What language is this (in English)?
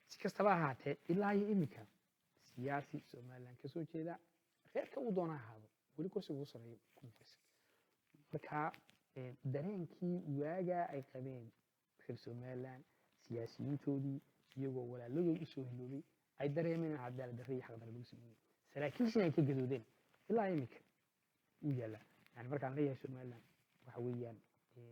Somali